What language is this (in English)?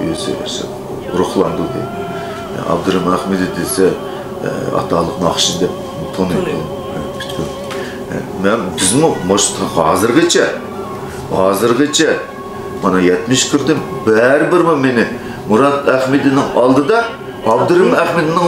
Uyghur